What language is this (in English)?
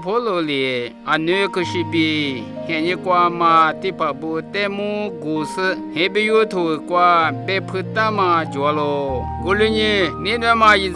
Lisu